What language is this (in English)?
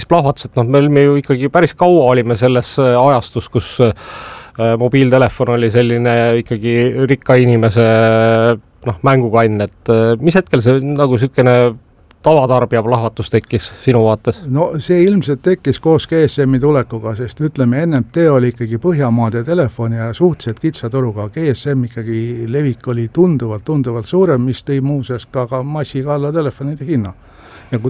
Estonian